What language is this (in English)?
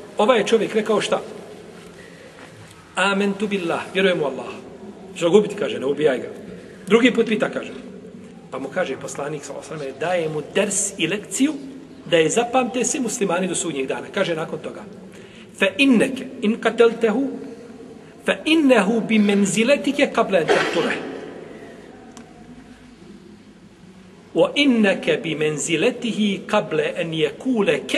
Bosnian